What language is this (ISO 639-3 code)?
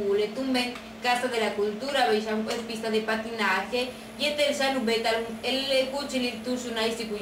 yua